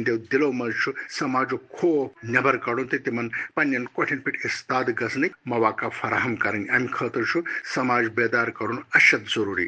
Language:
Kashmiri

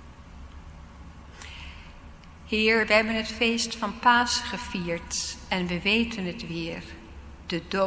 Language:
Dutch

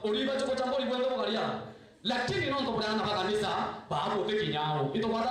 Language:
Meru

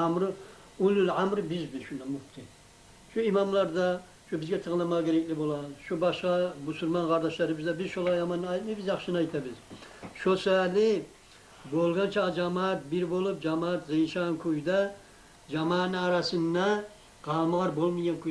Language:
Kumyk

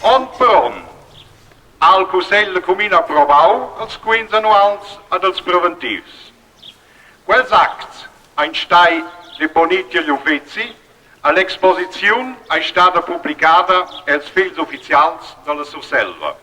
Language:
Romansh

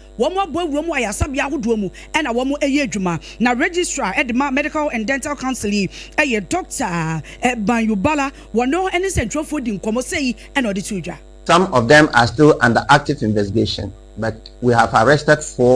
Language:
Akan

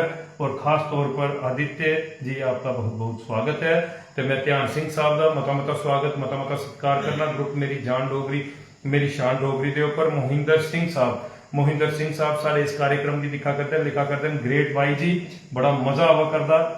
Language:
Dogri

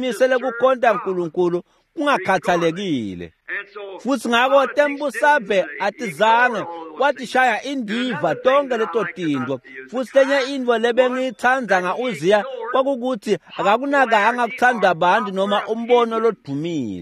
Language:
Swati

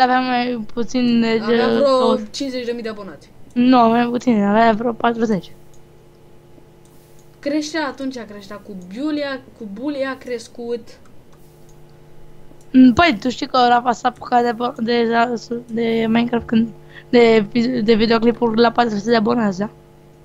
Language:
Romanian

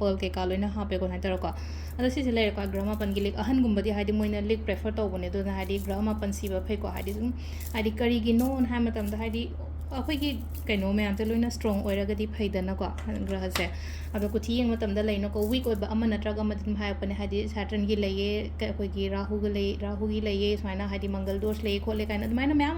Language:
Manipuri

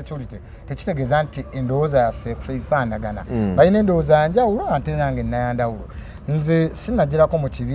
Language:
Ganda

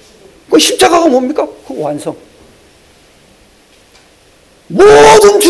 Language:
Korean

